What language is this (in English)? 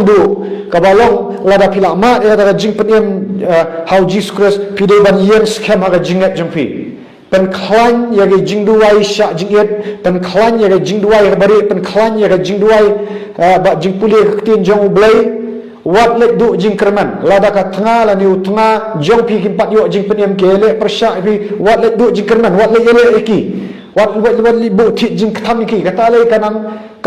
Khasi